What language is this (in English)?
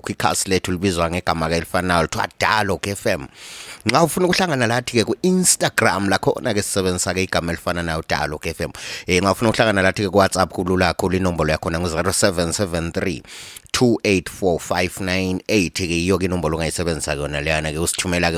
North Ndebele